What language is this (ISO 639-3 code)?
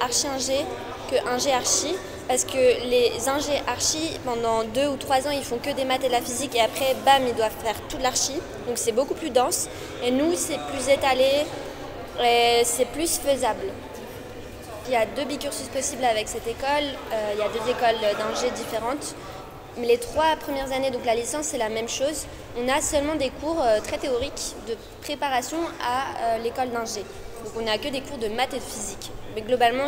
fra